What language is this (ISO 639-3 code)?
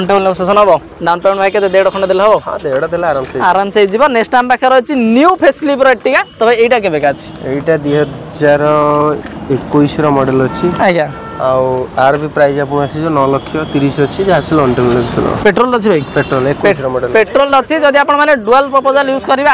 ori